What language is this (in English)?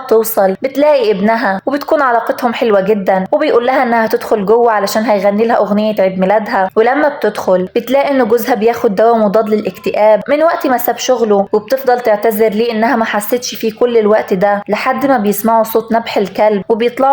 Egyptian Arabic